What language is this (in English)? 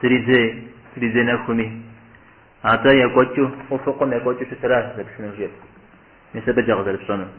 Kabardian